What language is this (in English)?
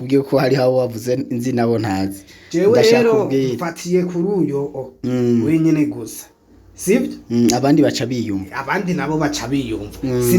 Rundi